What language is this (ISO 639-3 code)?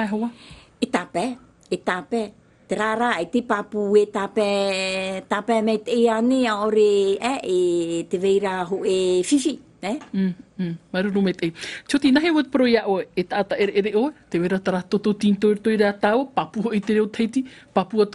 tah